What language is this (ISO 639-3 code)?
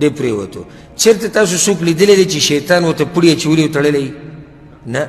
pus